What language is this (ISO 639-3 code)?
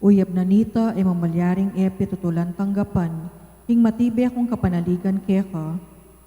pam